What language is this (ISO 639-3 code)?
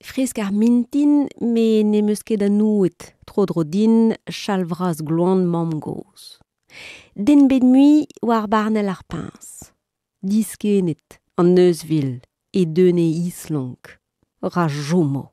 bre